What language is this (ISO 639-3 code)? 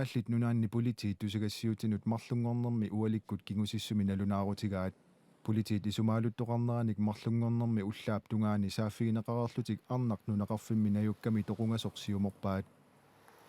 kal